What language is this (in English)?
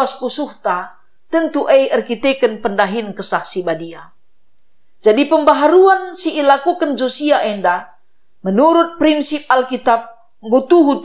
Batak Karo